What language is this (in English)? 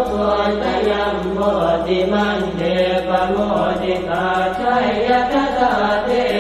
Pali